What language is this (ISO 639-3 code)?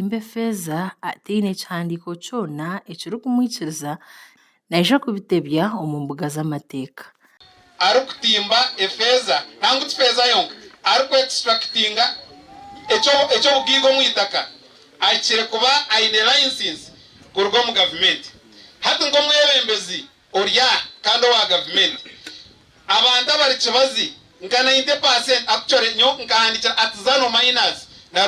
nyn